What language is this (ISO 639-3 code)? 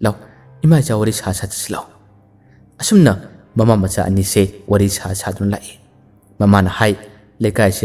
mni